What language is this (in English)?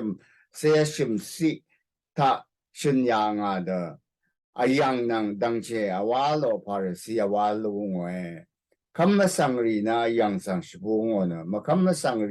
Rawang